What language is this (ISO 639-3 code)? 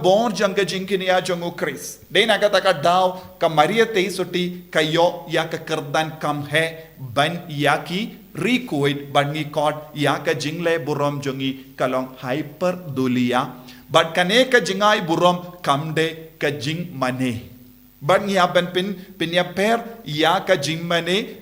kha